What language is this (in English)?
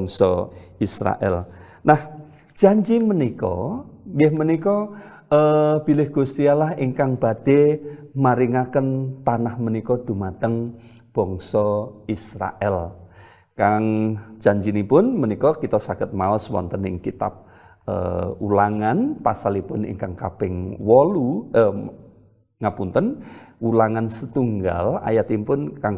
Javanese